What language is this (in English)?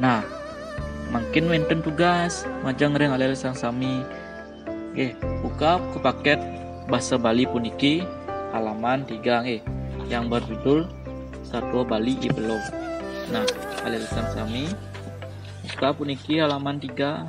Balinese